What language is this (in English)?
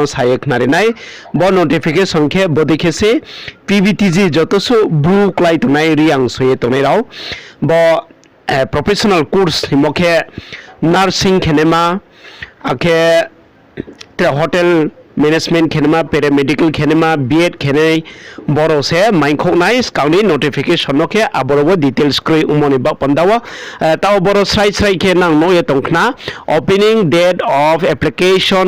Riang (India)